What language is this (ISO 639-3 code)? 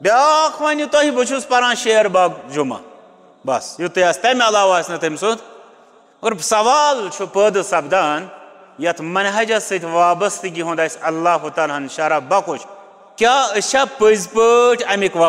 kas